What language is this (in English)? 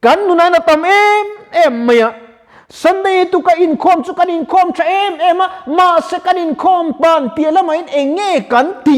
Mizo